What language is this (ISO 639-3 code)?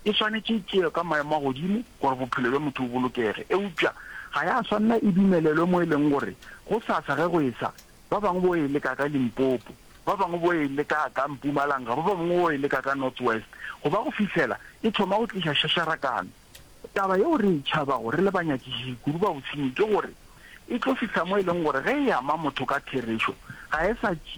nso